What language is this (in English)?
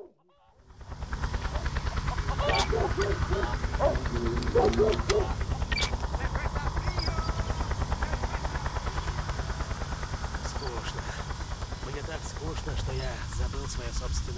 Russian